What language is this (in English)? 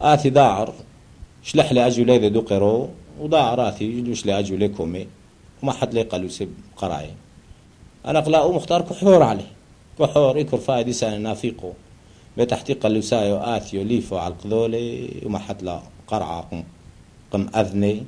Turoyo